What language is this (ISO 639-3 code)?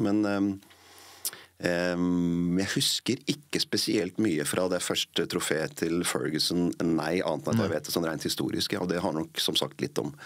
nor